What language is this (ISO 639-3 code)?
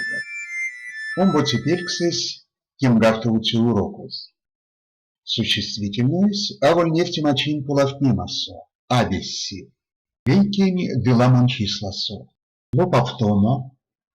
myv